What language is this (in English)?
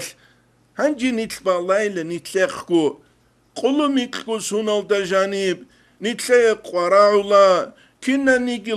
Avaric